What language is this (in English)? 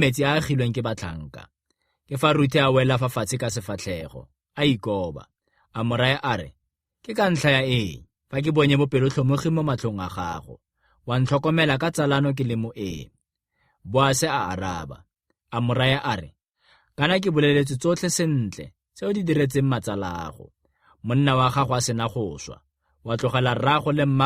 Tswana